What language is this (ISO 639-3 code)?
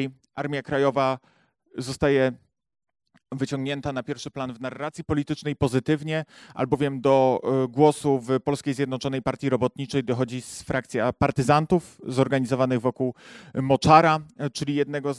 pol